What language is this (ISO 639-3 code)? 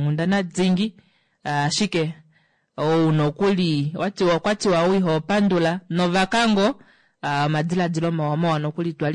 kua